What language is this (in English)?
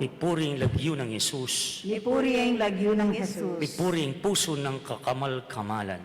Pampanga